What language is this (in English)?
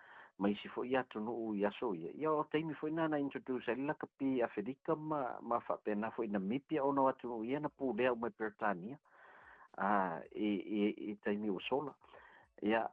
Samoan